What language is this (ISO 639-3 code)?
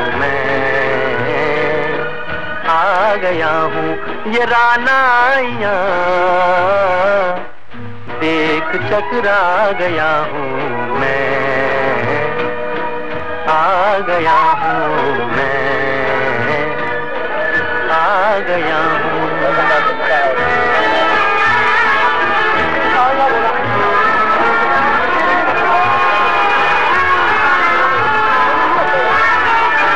hin